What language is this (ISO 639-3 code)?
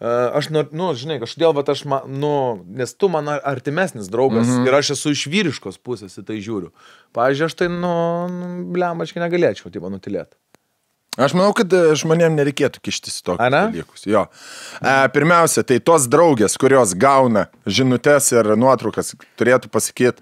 lit